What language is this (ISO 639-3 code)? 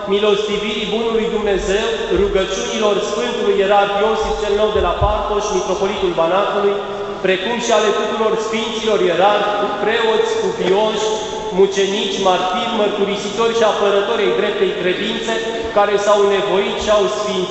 ron